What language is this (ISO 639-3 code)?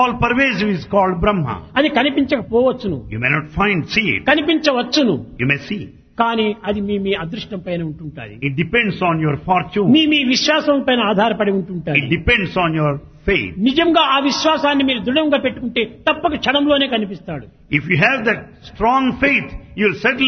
tel